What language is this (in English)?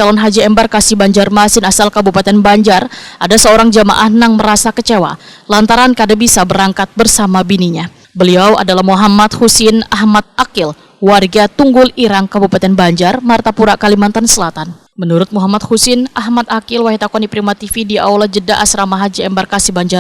Banjar